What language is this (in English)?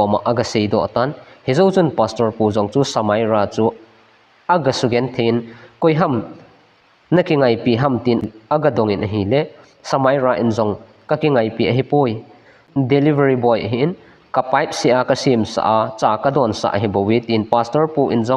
Thado Chin